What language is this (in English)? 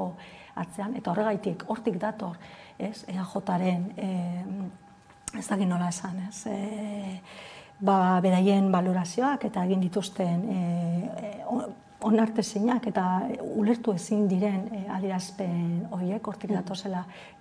Basque